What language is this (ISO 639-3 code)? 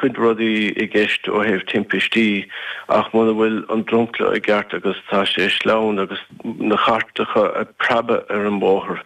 gle